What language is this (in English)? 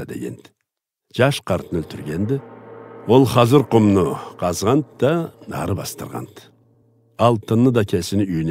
Karachay-Balkar